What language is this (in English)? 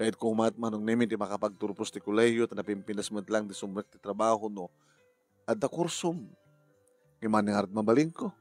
Iloko